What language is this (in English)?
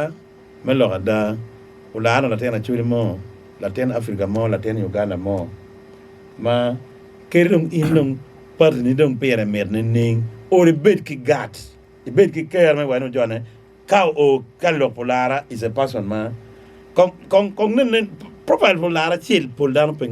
Acoli